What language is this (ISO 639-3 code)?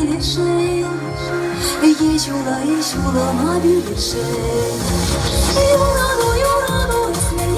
chv